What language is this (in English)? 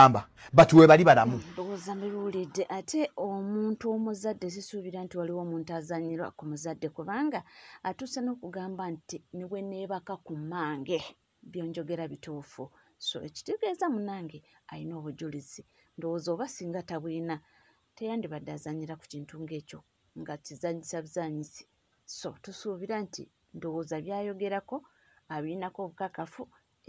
Ganda